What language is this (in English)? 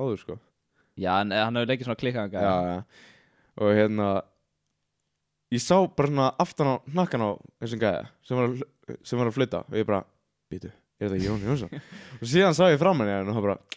Icelandic